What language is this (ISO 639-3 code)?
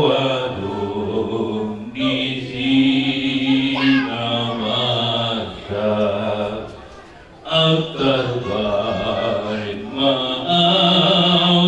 bbc